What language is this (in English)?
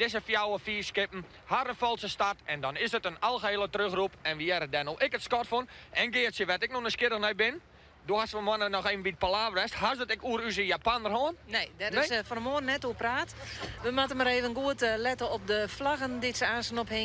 Western Frisian